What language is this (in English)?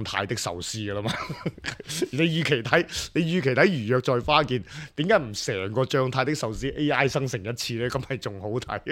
Cantonese